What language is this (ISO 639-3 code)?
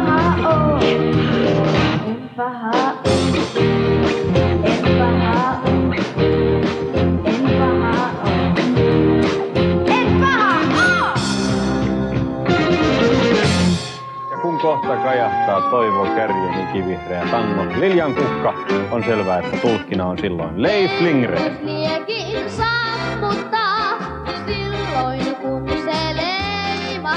fin